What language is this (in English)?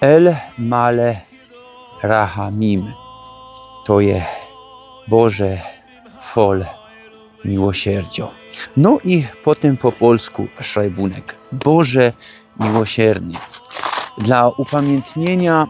Silesian